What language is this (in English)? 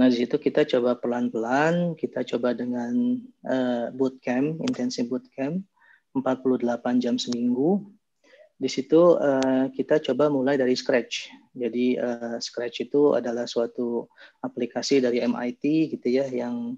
Indonesian